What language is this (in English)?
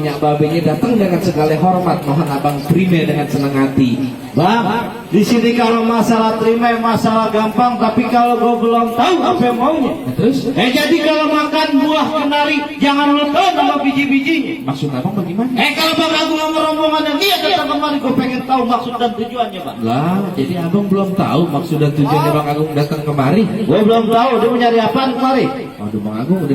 Betawi